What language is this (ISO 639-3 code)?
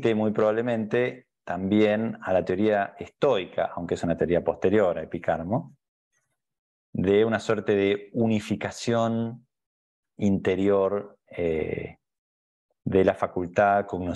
spa